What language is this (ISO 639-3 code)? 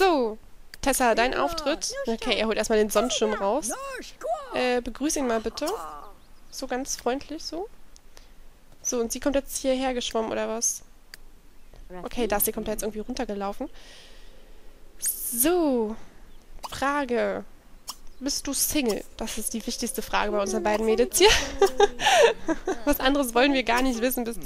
deu